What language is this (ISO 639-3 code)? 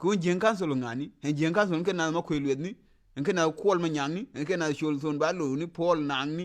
nus